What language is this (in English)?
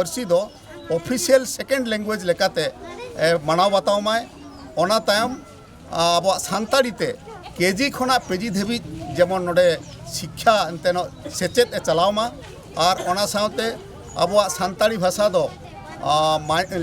Santali